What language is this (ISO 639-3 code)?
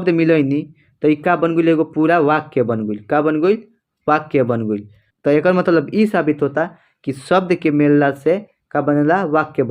bho